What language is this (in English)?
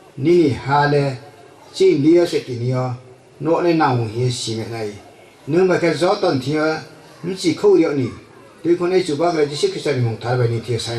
Riang (India)